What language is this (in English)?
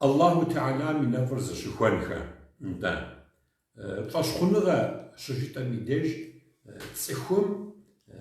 Kabardian